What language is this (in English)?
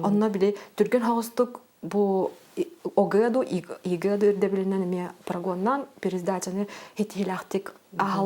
Yakut